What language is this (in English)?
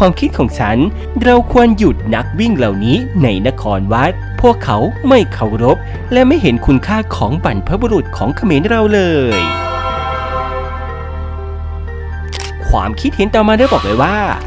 Thai